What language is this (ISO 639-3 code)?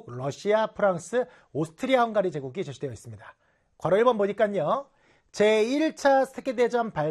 kor